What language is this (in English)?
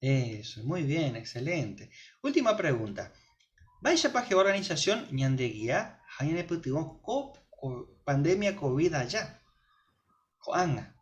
Guarani